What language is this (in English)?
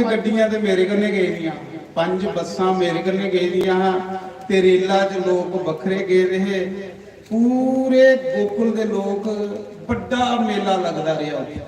Dogri